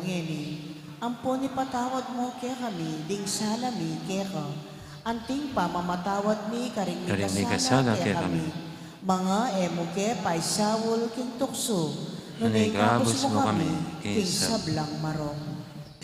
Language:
Pampanga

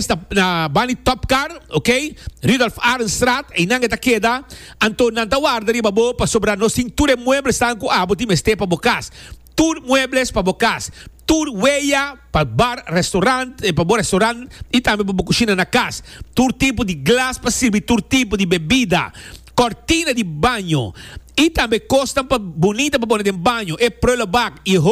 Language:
Papiamento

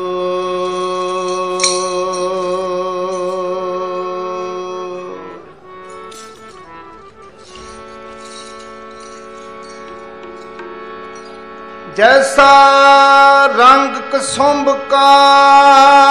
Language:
Punjabi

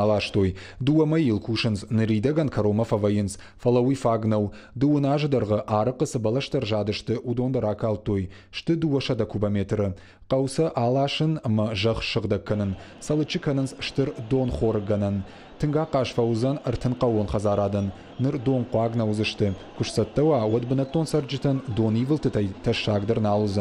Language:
Ossetic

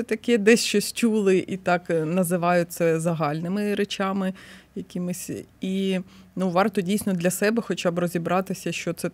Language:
Ukrainian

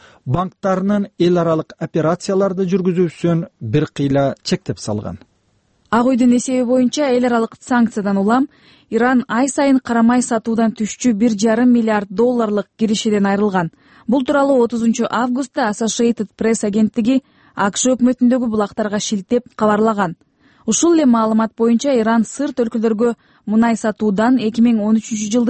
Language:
Kyrgyz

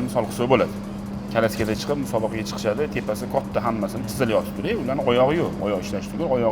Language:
Uzbek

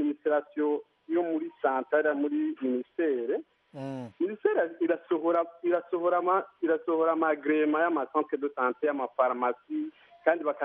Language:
Kinyarwanda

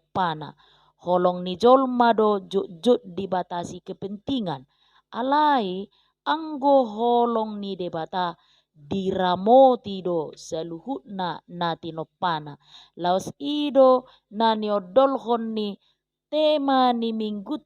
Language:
Batak Toba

